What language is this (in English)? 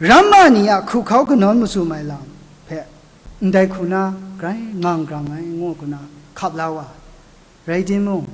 Kachin